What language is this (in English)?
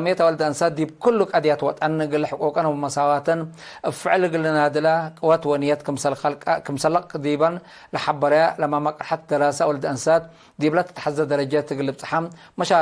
Tigre